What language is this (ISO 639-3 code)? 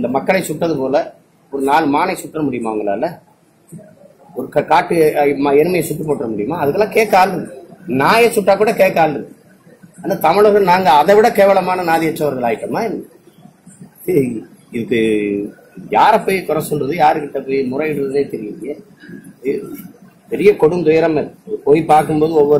tam